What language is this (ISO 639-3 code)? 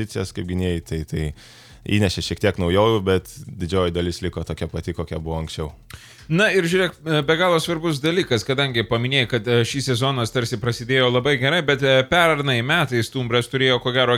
lit